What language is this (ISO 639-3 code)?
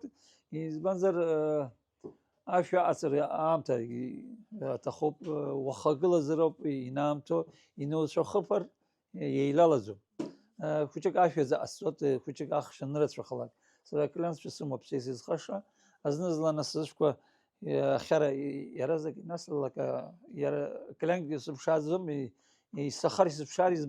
abk